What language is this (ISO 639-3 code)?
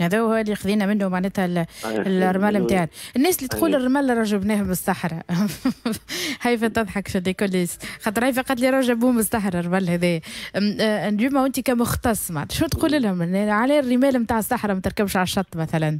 aeb